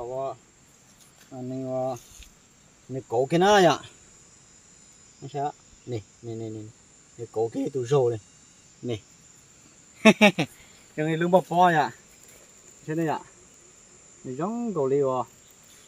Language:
Vietnamese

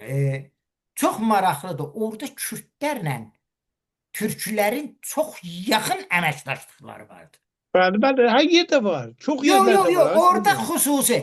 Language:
Azerbaijani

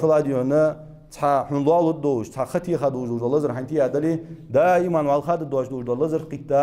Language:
Ingush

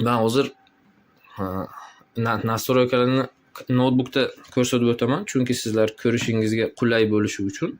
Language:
Uzbek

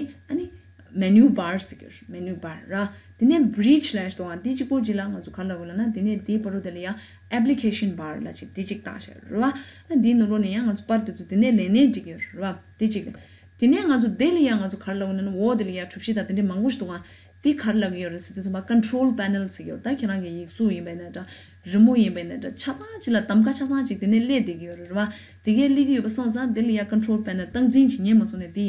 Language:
Tibetan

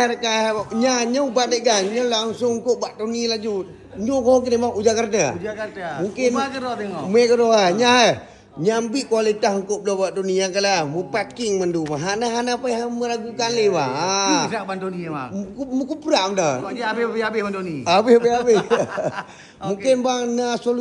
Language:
Achinese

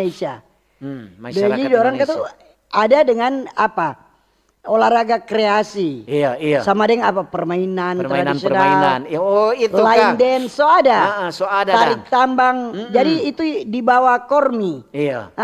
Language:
Manado Malay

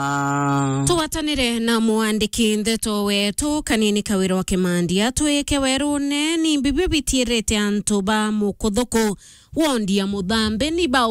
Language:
Meru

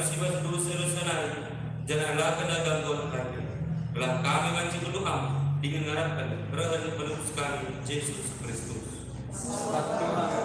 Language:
Batak Karo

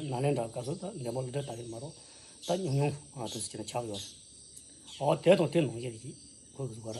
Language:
Tibetan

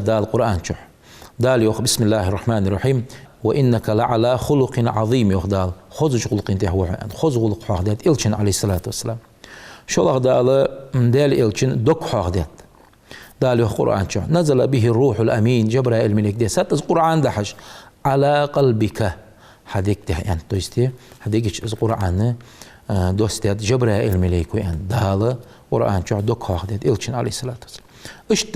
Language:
Ingush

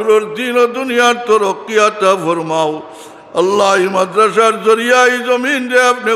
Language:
Sylheti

